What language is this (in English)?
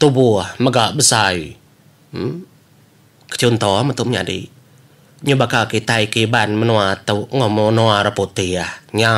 Iban